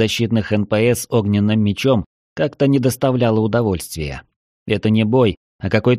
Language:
Russian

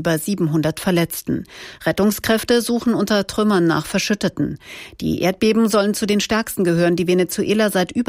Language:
German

